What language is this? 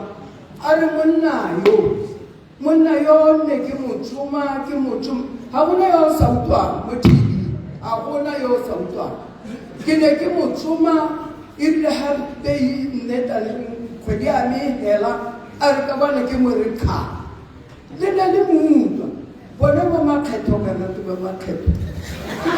Tswana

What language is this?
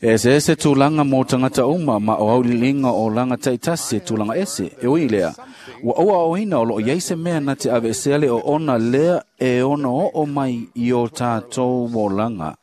Samoan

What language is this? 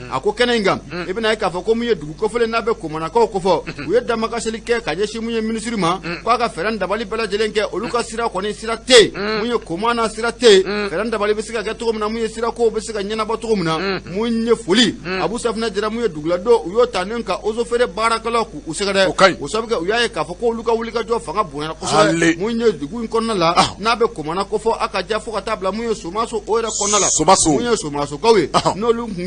Bambara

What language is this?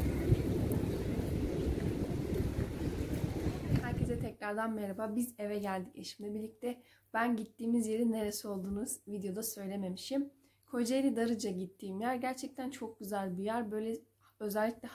Turkish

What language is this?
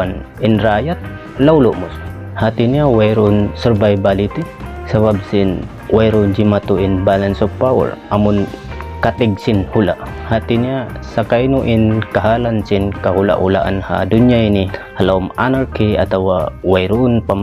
Tausug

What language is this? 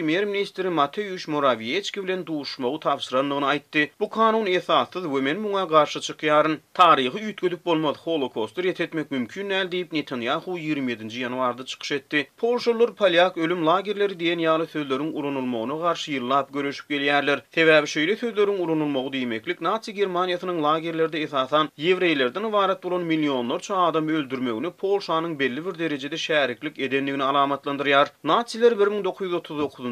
Turkmen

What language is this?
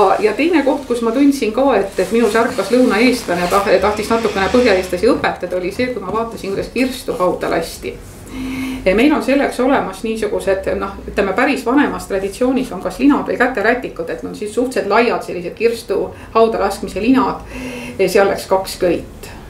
Estonian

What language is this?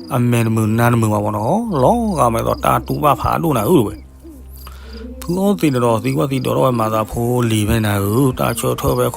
S'gaw Karen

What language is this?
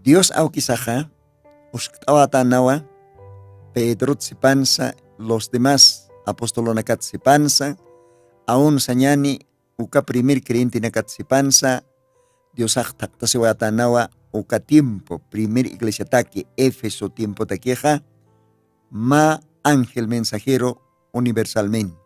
Aymara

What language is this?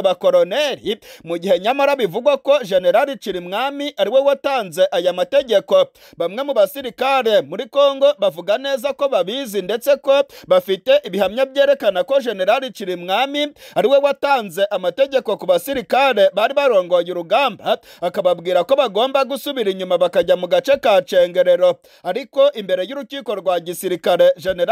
Kinyarwanda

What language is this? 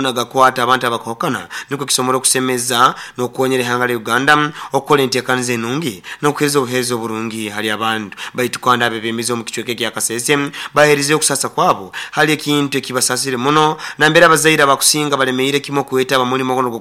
Nyoro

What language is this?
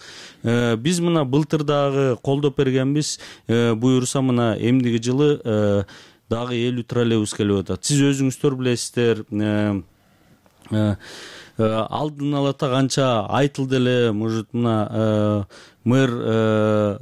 Kyrgyz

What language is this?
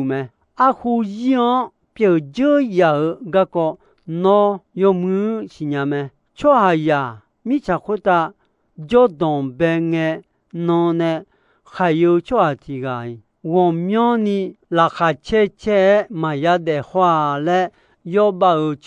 Akha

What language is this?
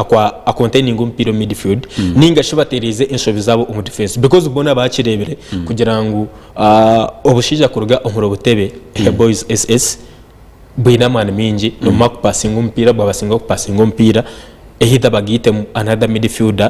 Nyankole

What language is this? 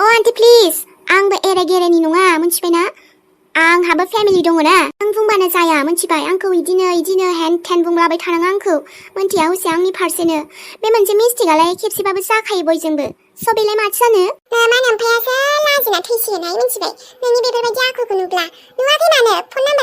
Bodo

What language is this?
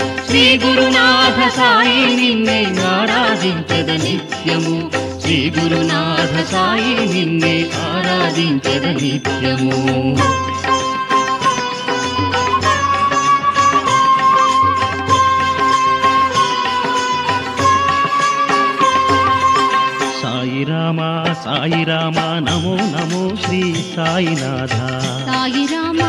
Telugu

